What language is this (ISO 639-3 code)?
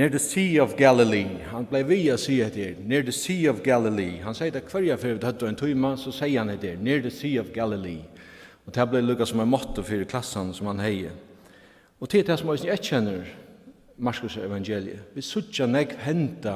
fao